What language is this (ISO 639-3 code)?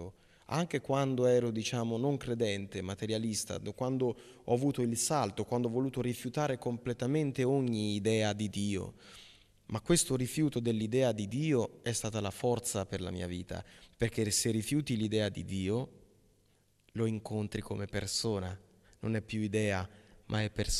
ita